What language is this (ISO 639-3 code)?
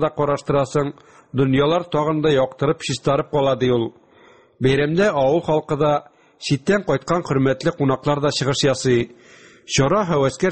tat